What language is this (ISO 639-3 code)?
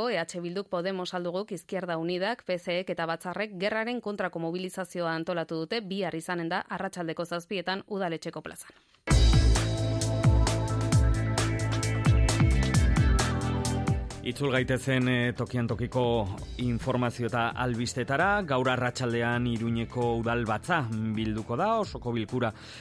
eus